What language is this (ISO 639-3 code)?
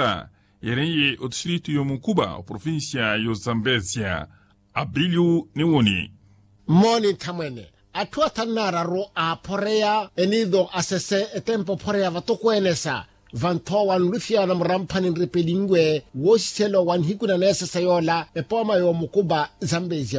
vmw